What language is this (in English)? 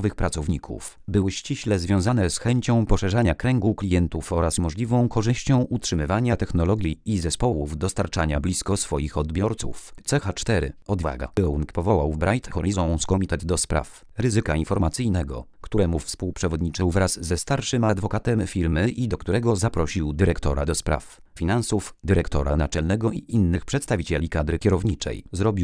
Polish